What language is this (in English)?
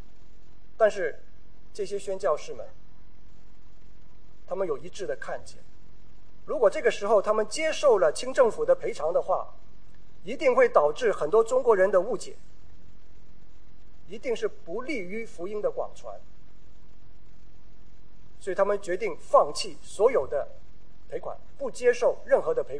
Chinese